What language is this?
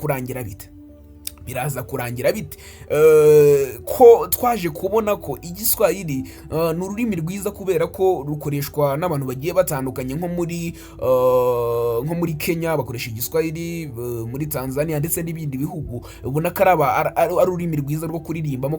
Kinyarwanda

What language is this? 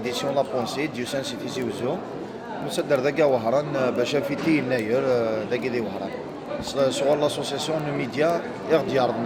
Kabyle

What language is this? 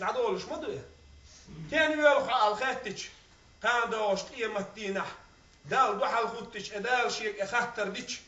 Chechen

